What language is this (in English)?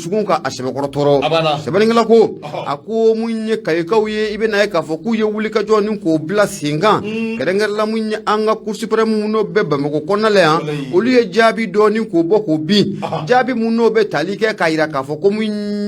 Bambara